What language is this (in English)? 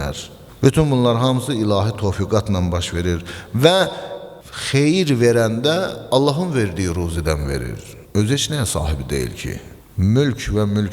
Azerbaijani